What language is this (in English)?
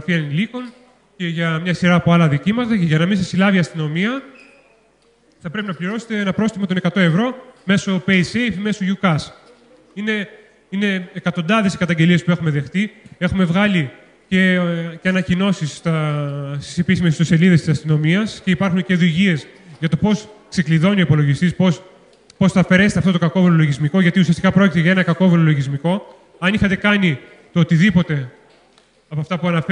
Greek